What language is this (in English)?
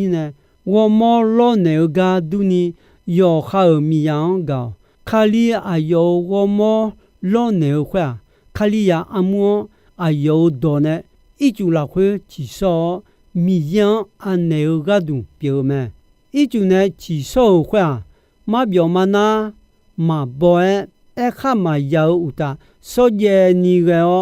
Akha